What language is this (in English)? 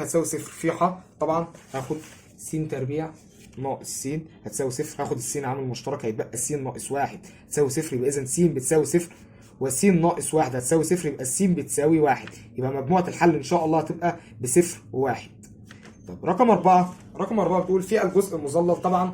Egyptian Arabic